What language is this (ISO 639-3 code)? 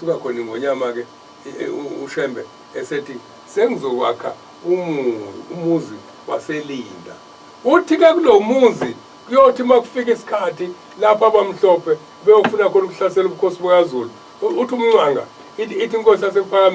zul